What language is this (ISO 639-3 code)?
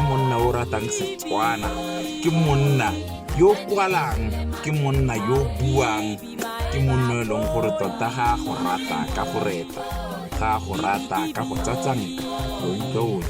tsn